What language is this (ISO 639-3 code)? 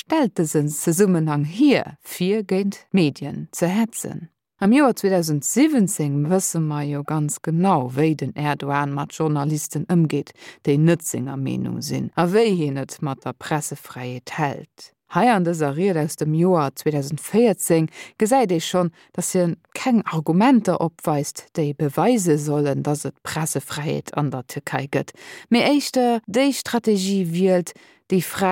ltz